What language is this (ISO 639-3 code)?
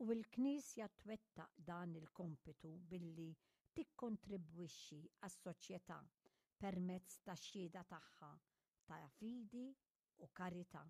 mlt